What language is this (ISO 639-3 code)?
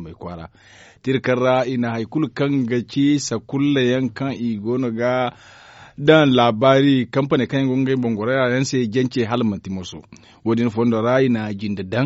dje